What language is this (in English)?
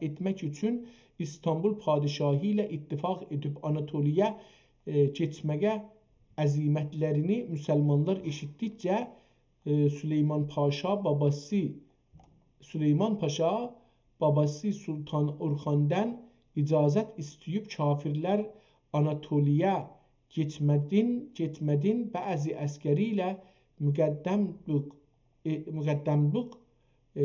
South Azerbaijani